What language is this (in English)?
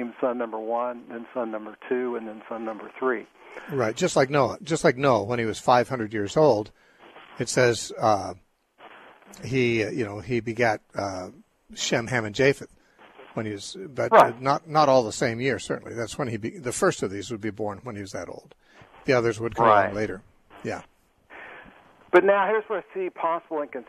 English